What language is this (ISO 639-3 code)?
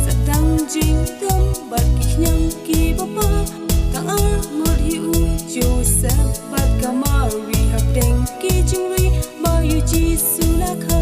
kha